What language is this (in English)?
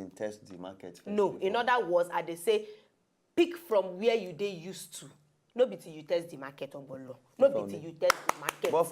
Nigerian Pidgin